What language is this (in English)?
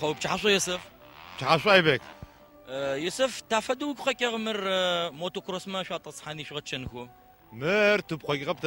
Adyghe